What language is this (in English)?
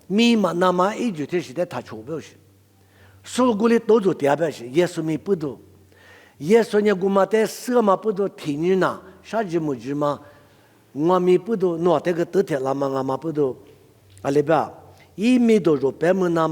Lisu